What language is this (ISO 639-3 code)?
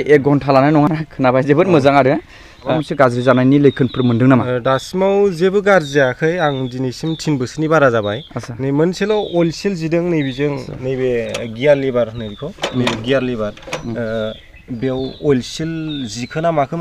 brx